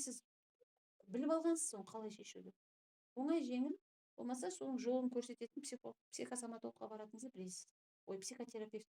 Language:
Kazakh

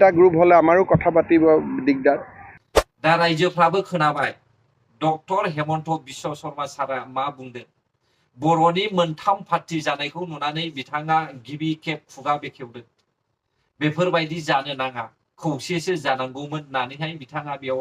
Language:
Bodo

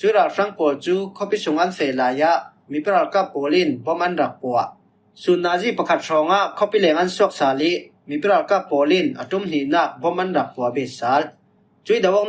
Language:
Falam Chin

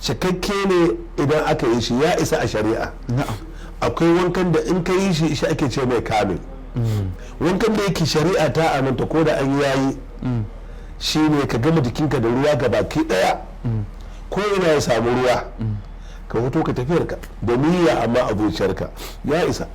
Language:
Hausa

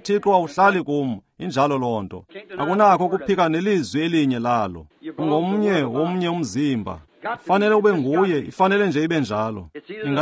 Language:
Xhosa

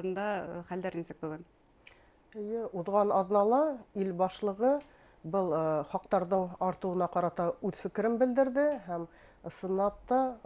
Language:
Bashkir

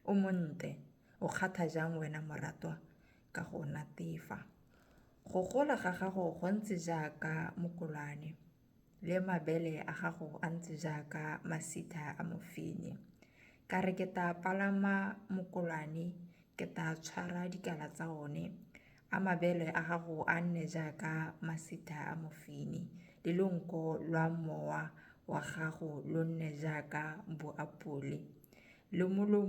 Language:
Tswana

